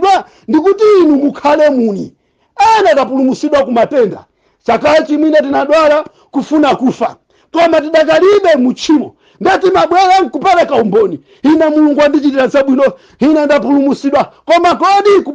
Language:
Nyanja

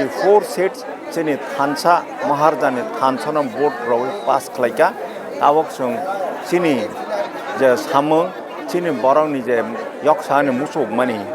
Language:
Kok Borok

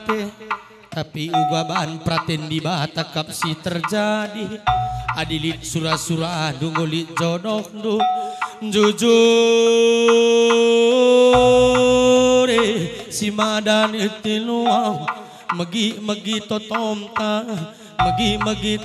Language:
Batak Karo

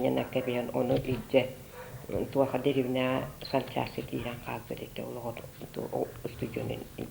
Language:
Yakut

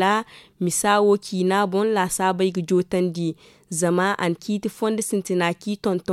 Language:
Zarma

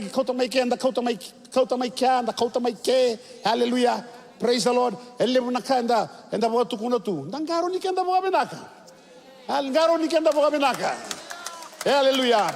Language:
Fijian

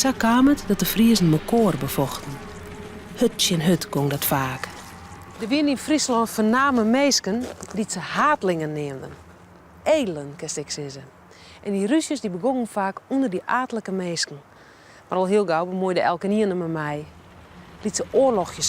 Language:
Western Frisian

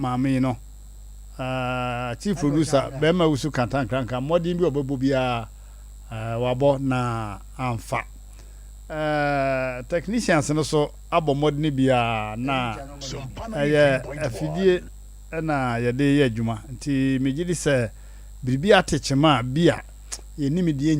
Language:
Akan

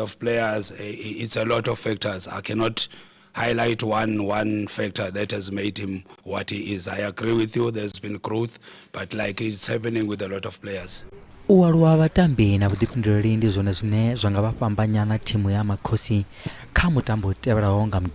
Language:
Venda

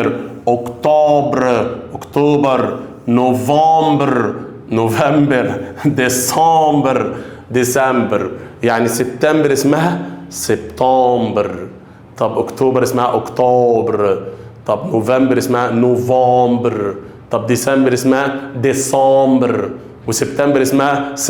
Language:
Egyptian Arabic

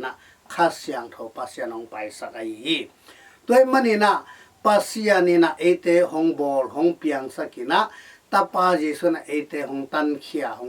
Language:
Tedim Chin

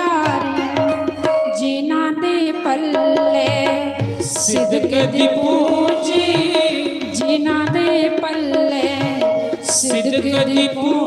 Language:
Dogri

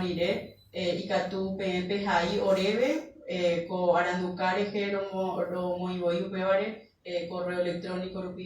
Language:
Guarani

